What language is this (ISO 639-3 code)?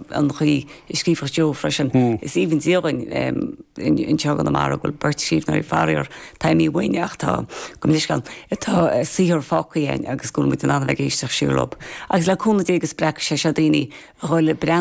gle